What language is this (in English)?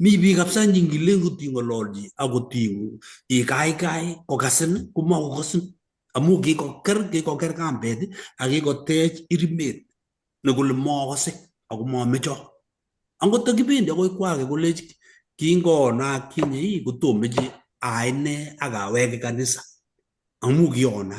Kalenjin